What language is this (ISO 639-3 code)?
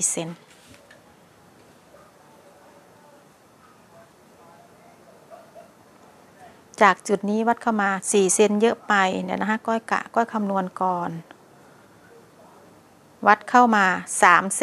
tha